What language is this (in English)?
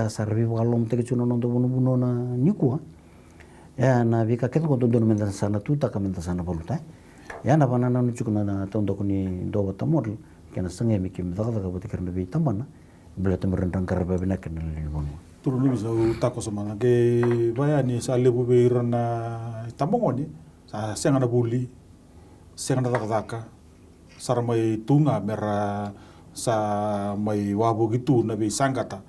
Fijian